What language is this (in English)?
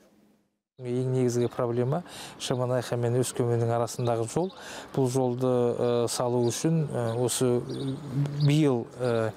Kazakh